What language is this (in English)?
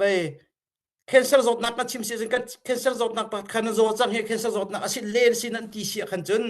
Hakha Chin